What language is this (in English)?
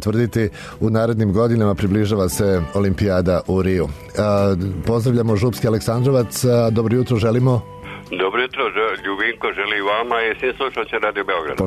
Serbian